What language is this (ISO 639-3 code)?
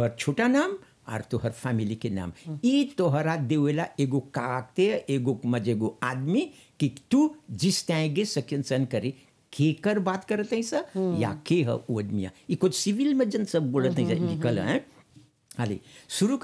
bho